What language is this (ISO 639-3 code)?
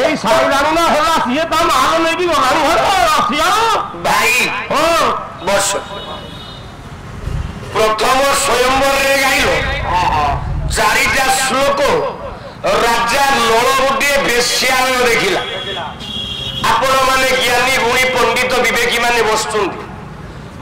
ori